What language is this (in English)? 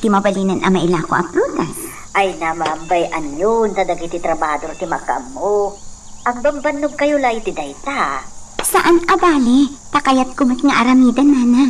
Iloko